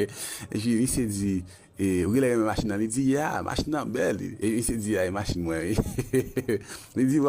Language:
Haitian Creole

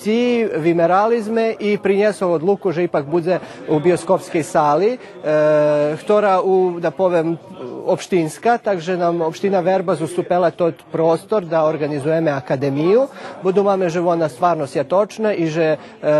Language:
Rusyn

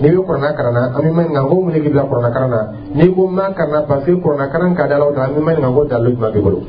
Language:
Dyula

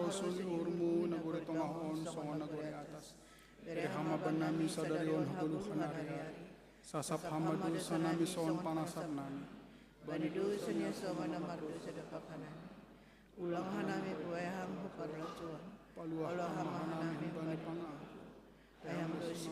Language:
Batak Simalungun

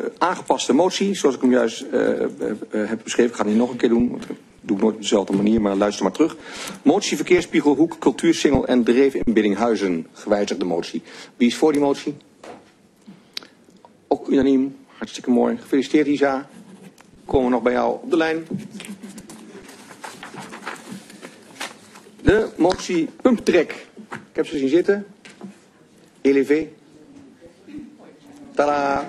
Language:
Dutch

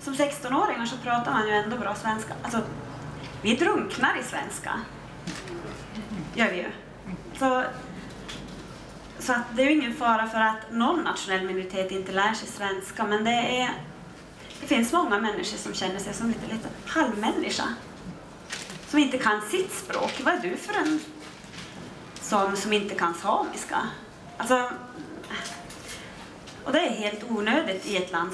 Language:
Swedish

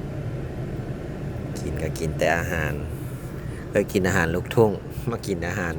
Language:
Lao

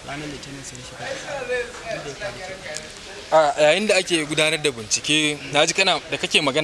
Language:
Hausa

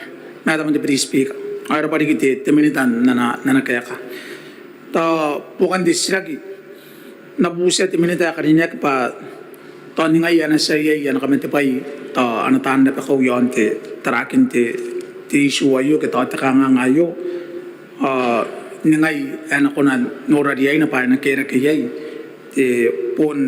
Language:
Gilbertese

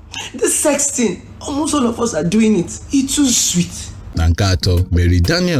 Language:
Igbo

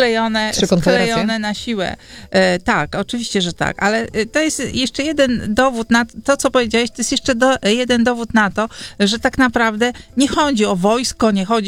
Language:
Polish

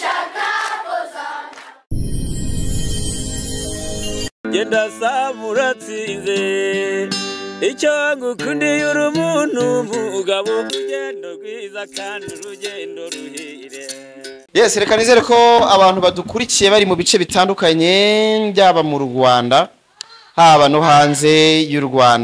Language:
Kinyarwanda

